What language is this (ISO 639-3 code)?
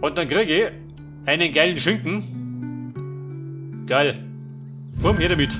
bar